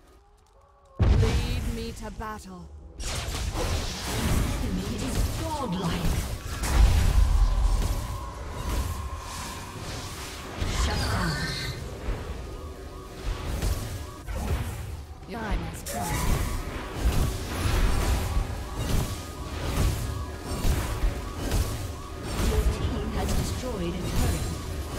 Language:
English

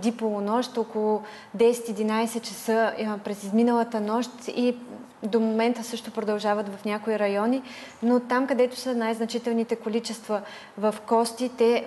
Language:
Bulgarian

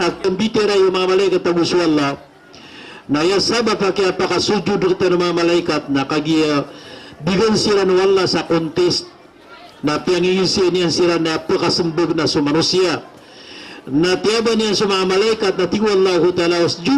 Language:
Maranao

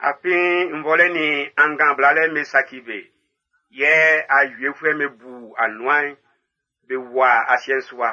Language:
Baoulé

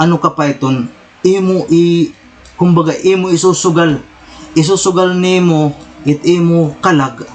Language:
Waray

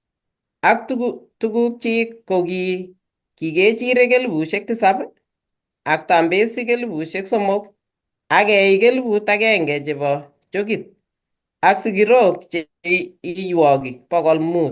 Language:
Kalenjin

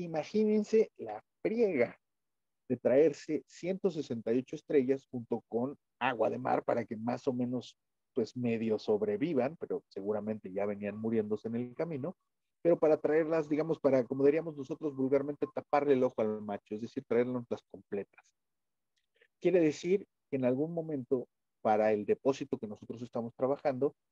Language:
Spanish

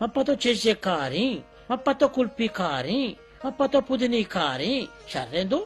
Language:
Baluchi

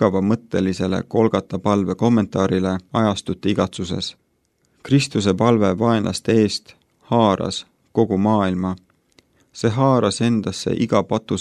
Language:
Estonian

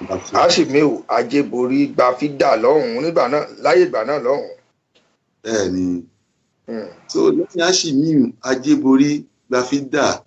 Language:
Yoruba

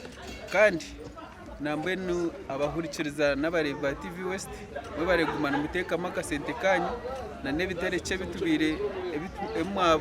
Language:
Nyankole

